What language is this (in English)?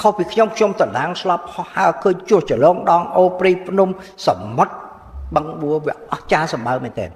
Khmer